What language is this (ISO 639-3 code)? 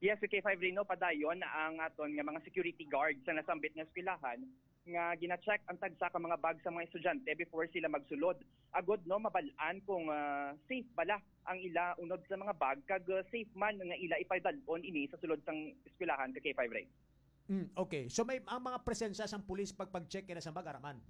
hil